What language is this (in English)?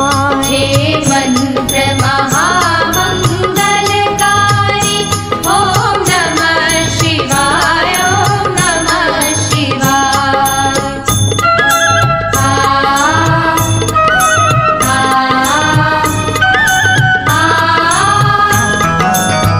Gujarati